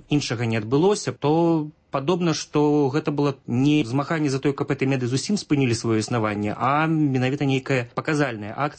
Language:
Belarusian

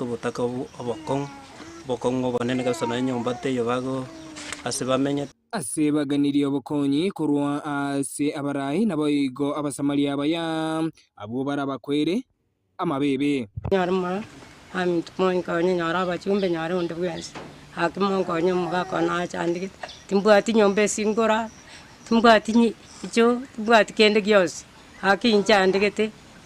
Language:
Gusii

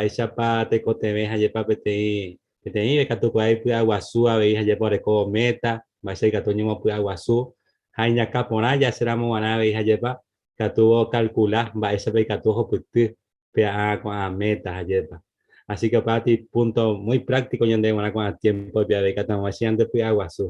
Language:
Guarani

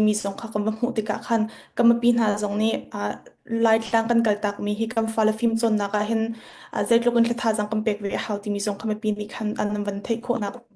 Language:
Hakha Chin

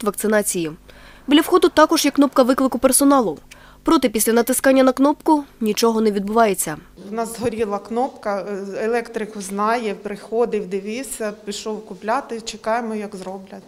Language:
Ukrainian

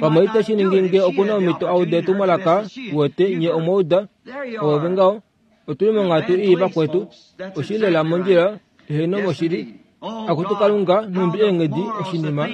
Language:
Kuanyama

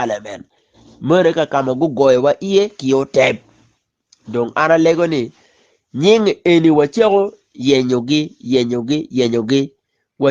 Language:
Acoli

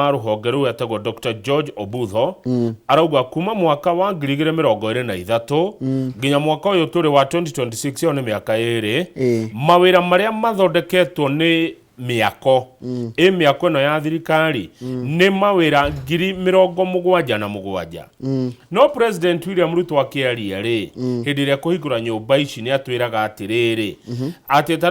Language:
Kikuyu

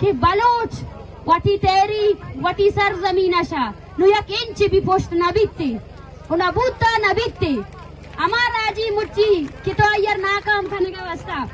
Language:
Eastern Balochi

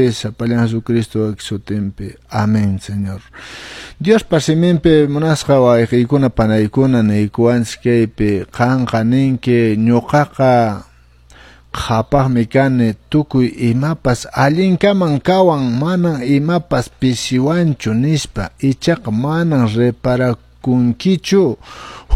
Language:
Quechua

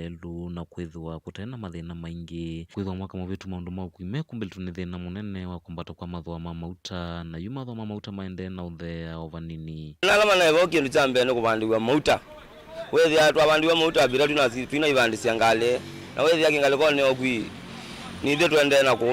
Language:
Kamba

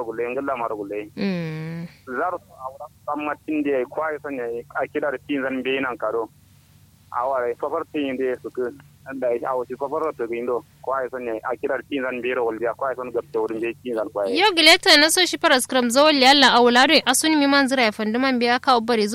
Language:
Kanuri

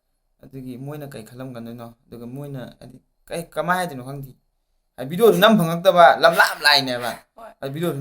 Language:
Manipuri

